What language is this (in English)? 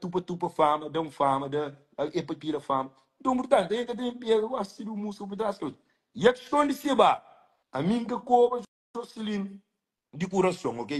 Kabuverdianu